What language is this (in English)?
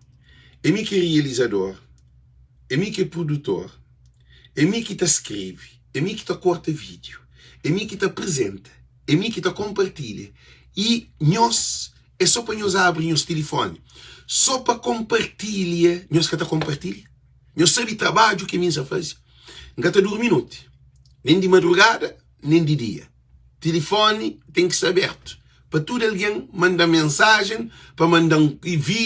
Kabuverdianu